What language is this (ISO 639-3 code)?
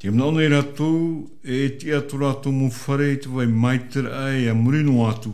tah